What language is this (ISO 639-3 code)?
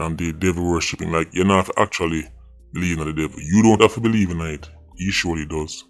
jam